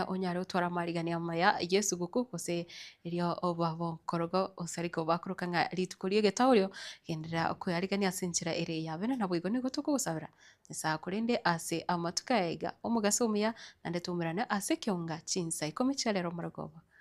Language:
Gusii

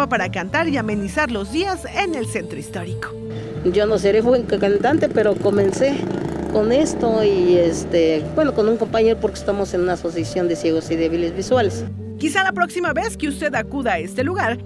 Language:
Spanish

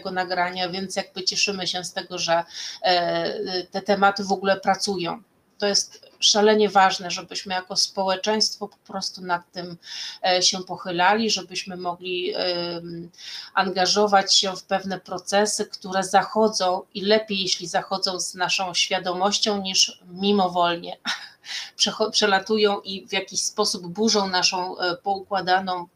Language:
Polish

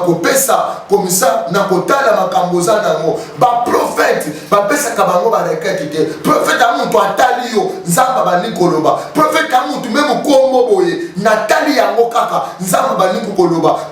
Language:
Lingala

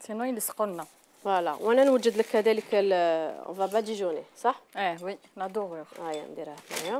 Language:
Algerian Arabic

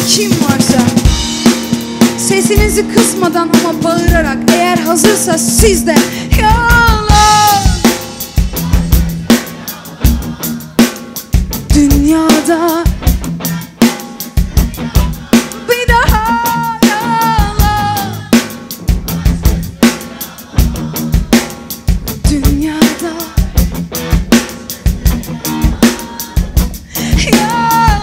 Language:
Turkish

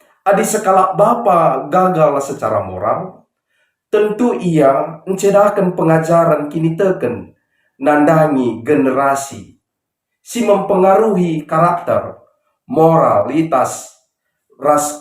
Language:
Batak Karo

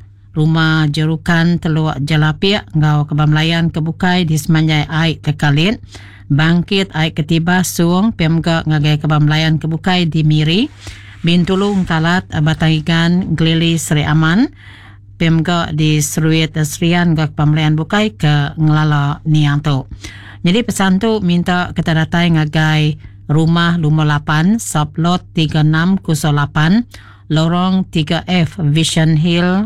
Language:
Iban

